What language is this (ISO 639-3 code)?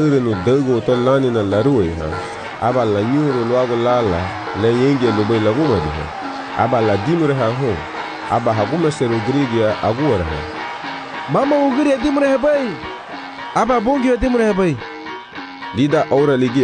cab